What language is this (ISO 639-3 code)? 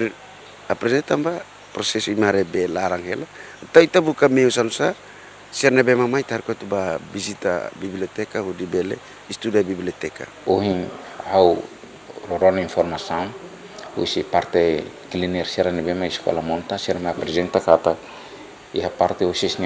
tet